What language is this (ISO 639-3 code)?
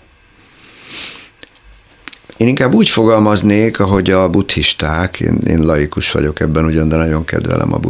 hun